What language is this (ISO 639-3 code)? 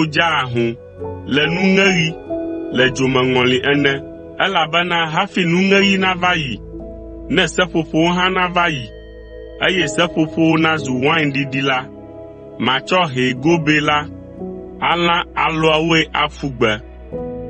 ewe